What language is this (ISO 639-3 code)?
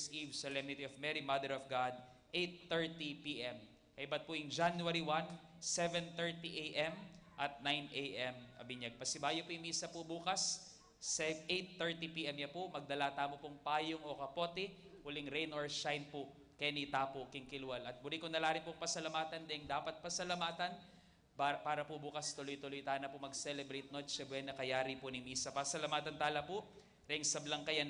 pam